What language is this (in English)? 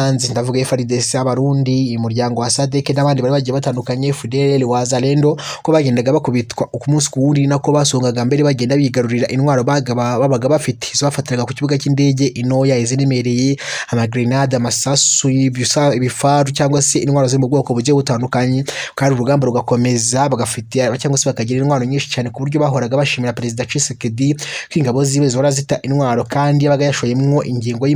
Kinyarwanda